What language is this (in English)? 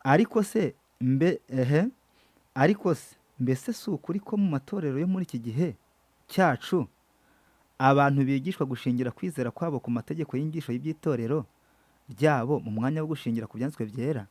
Kinyarwanda